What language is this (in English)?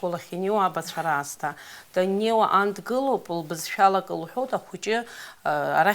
Abkhazian